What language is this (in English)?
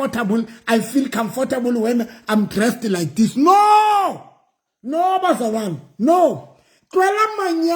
Southern Sotho